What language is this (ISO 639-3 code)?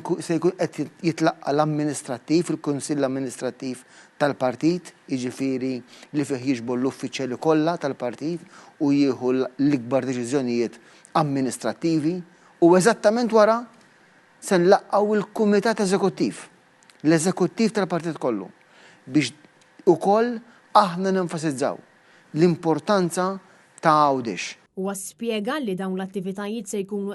mlt